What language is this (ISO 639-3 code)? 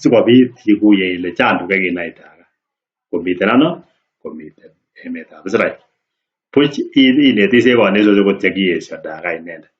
kln